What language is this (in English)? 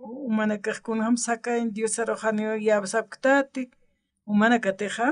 Aymara